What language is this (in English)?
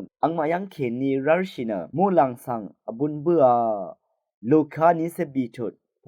Rawang